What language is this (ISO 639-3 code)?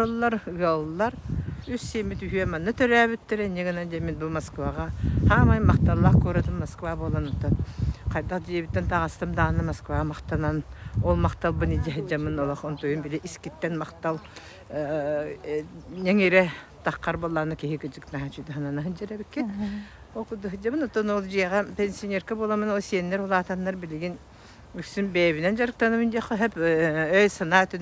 sah